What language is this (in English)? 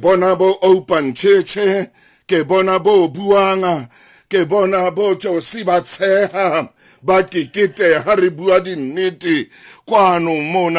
Southern Sotho